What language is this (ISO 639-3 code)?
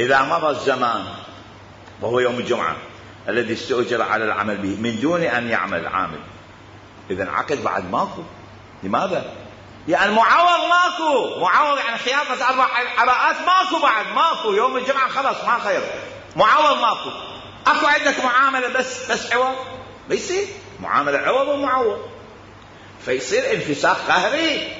acm